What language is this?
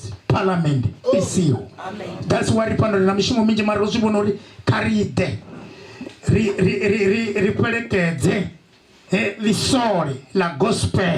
Venda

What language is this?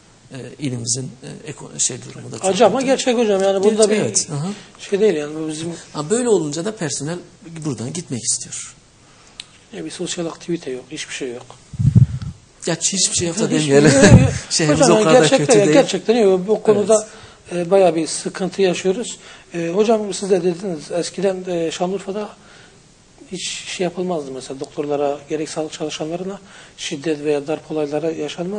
Turkish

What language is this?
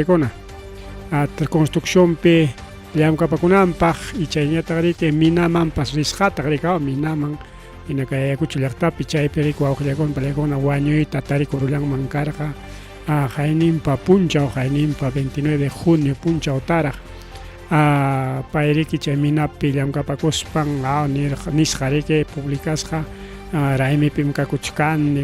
Ayacucho Quechua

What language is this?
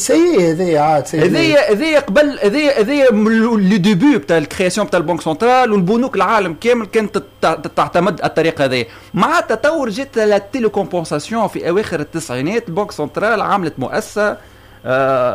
Tunisian Arabic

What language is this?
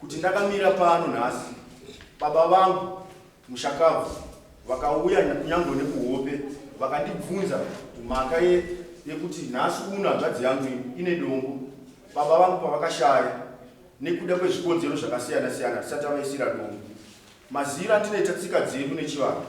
Shona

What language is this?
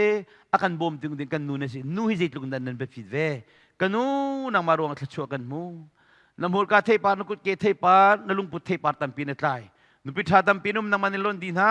Hakha Chin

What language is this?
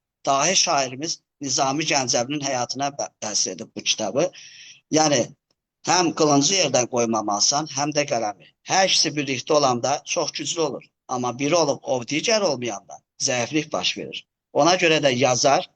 Azerbaijani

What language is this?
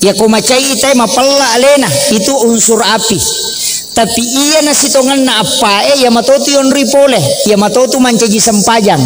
Buginese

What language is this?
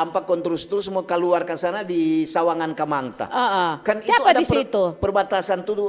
Manado Malay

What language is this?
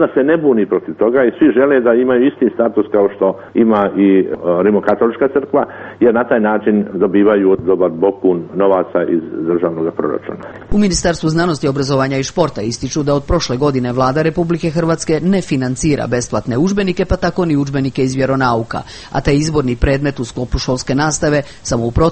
Croatian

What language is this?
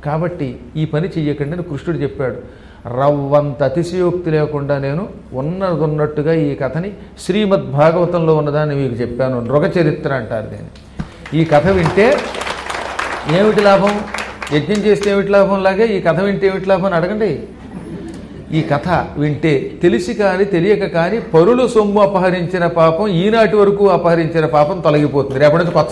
Telugu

